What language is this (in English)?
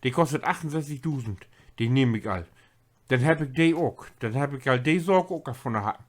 Low German